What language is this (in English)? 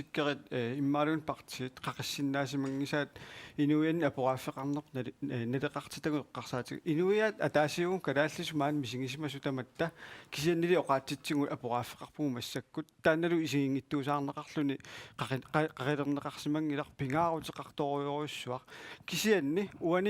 Kalaallisut